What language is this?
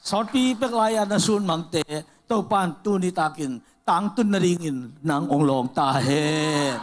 Tedim Chin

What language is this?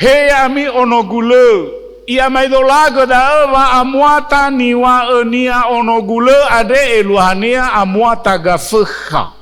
Nias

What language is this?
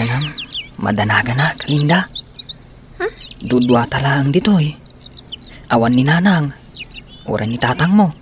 Iloko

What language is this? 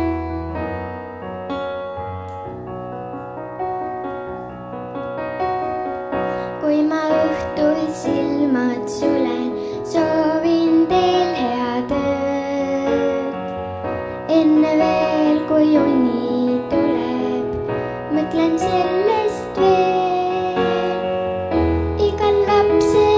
Estonian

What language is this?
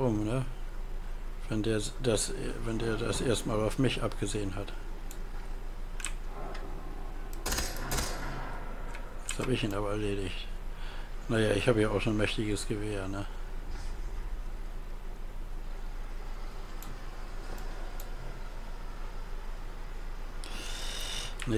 German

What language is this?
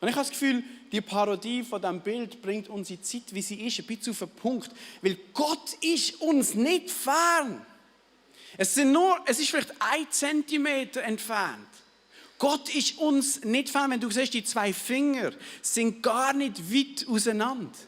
Swiss German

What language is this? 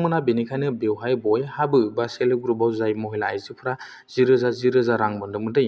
Bodo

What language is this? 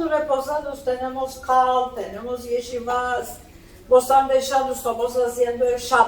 Ladino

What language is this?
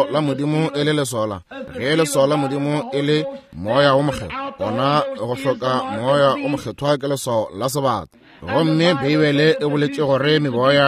Northern Sotho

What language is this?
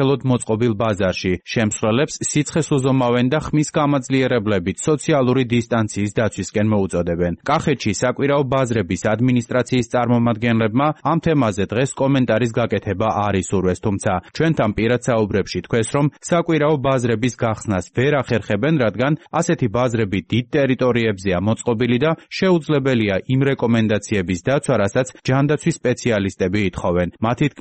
Georgian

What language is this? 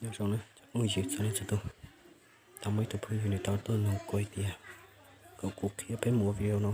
Hmong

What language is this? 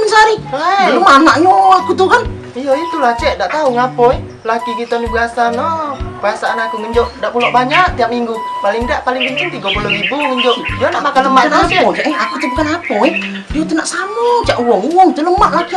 Musi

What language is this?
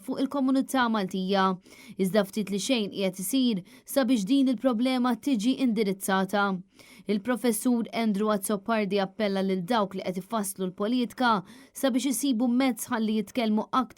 Maltese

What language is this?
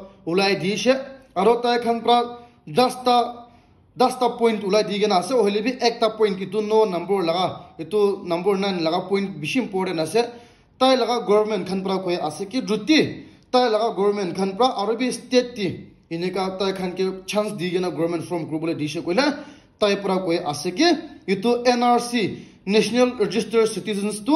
Naga Pidgin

